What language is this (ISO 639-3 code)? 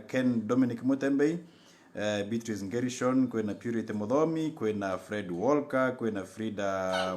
mer